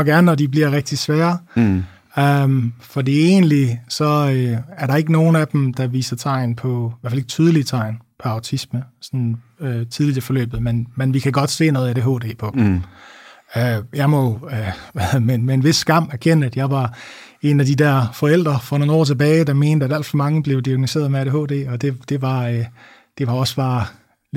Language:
Danish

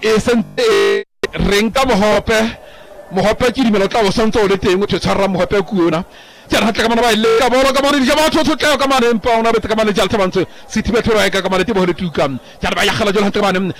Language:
Southern Sotho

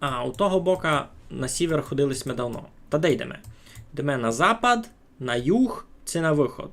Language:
Rusyn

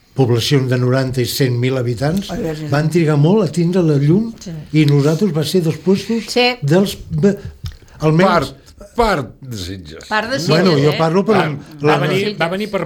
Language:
Catalan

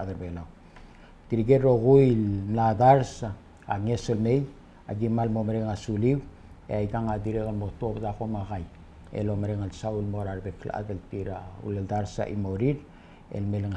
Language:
Palauan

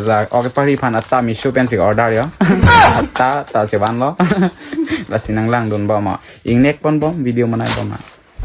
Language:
Karbi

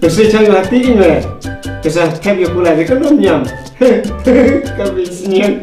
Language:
Khasi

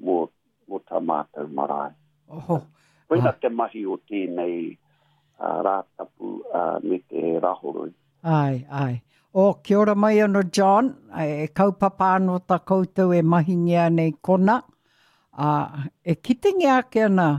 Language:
Māori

